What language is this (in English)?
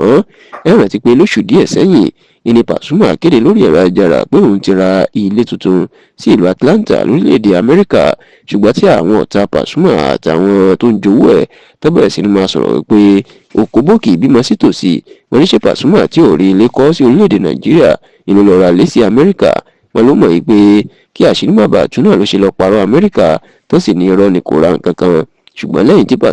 Yoruba